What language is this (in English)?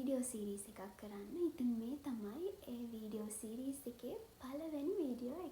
Sinhala